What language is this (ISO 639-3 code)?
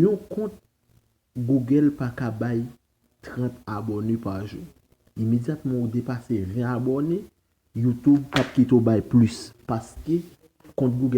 hat